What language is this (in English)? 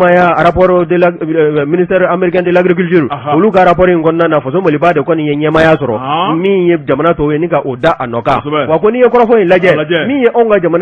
Bambara